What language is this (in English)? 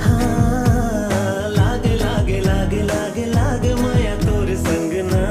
Chhattisgarhi